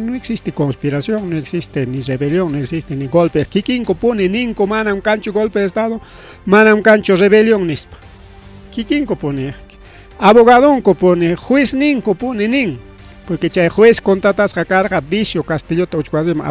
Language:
Ayacucho Quechua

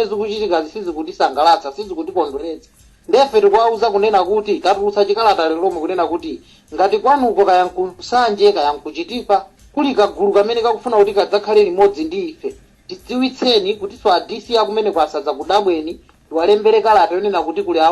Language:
Nyanja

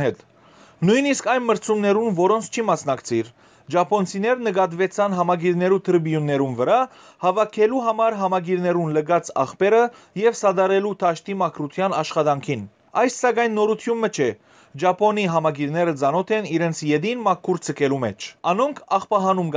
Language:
Western Armenian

